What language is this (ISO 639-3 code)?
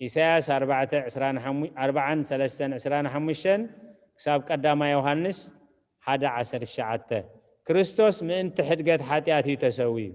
tir